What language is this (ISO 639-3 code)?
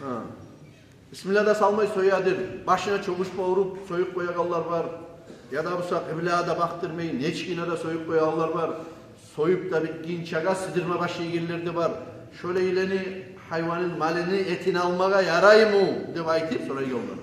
kum